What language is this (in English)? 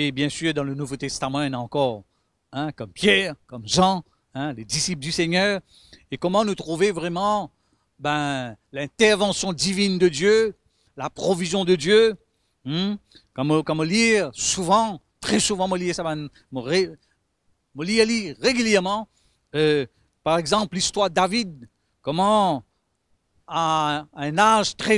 Morisyen